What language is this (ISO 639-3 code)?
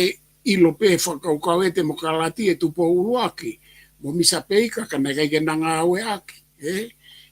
ton